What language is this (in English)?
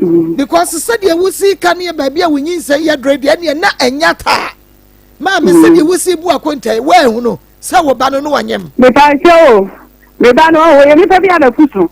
Akan